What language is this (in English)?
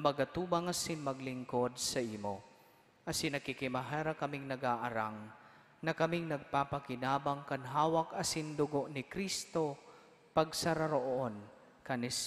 Bikol